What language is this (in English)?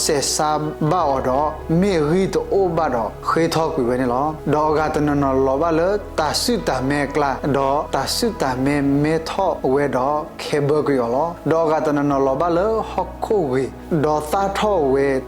S'gaw Karen